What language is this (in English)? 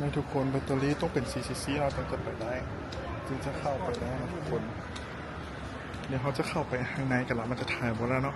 Lao